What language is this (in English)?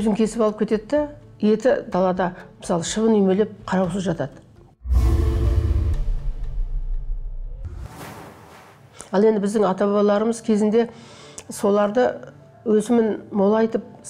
Kazakh